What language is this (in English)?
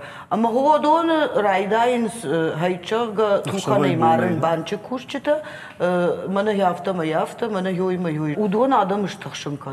Ossetic